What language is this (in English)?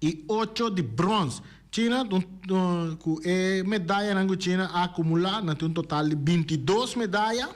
Papiamento